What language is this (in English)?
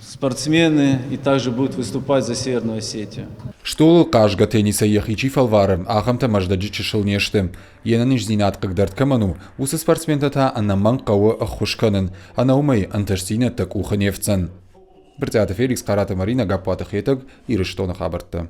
Ossetic